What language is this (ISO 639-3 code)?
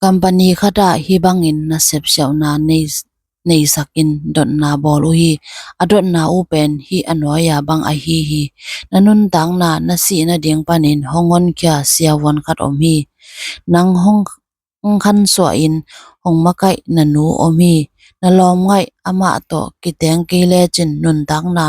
ctd